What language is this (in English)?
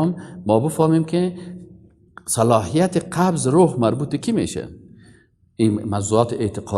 Persian